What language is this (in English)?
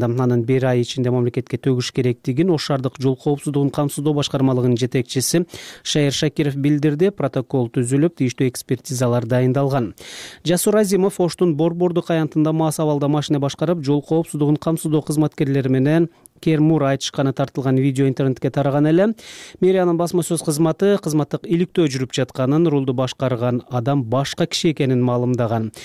Kyrgyz